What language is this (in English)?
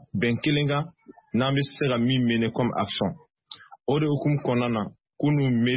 Bambara